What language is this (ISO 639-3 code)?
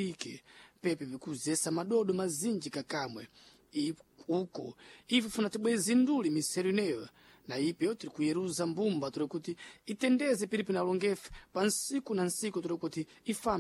seh